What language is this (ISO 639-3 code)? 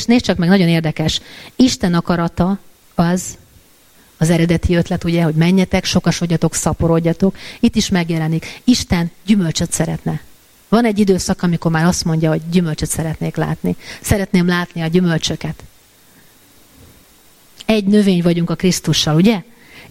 hun